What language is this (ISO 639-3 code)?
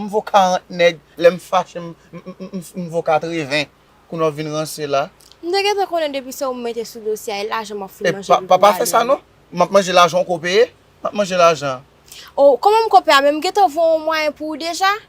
hat